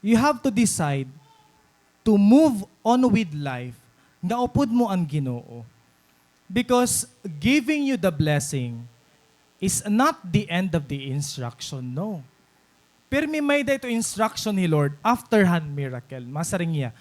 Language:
Waray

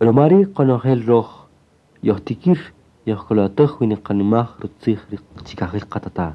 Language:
Kaqchikel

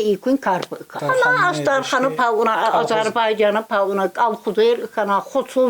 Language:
Tsakhur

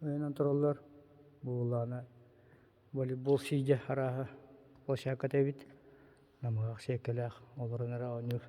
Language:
Yakut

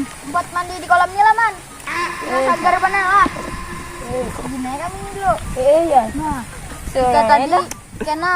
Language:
Banjar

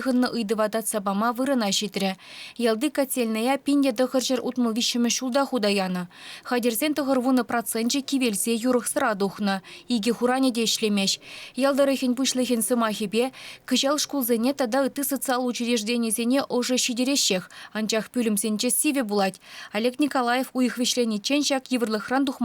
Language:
Chuvash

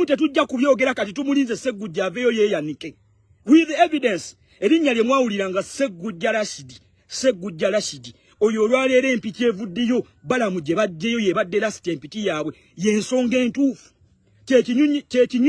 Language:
Ganda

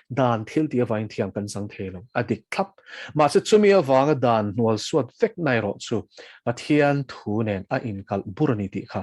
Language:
Mizo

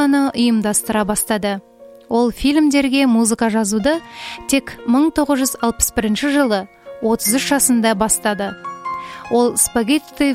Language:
Kazakh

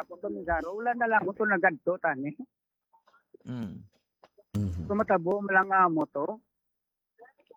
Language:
Hiligaynon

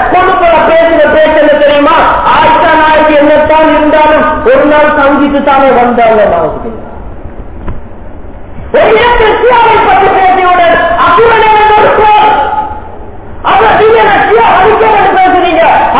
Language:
Tamil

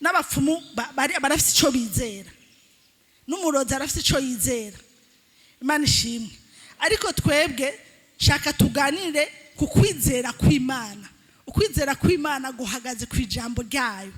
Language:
Rundi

